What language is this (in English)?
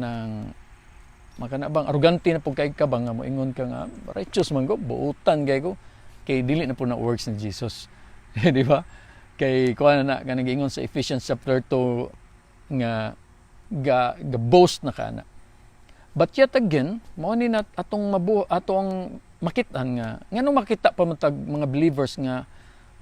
Cebuano